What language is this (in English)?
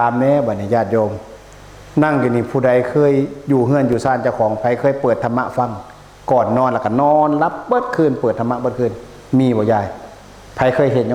Northeastern Thai